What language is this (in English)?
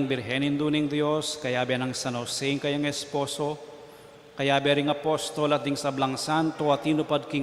Pampanga